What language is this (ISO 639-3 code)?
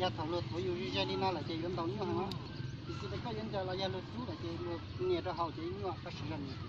hmn